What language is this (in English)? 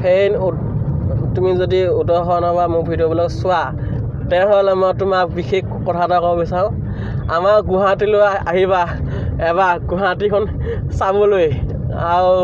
Assamese